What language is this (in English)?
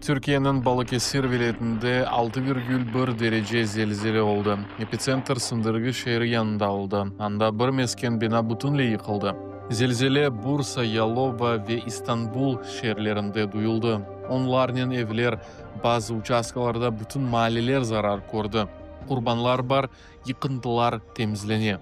Crimean Tatar